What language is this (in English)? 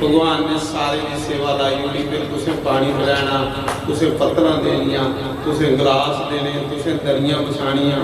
Dogri